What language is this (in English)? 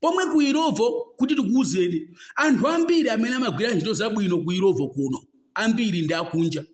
Nyanja